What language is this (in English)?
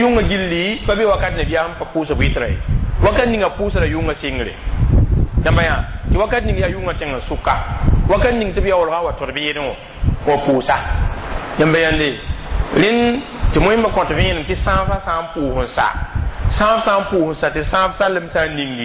Mossi